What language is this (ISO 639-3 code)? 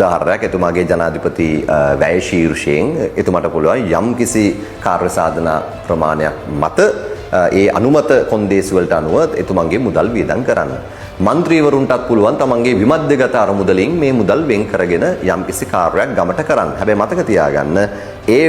sin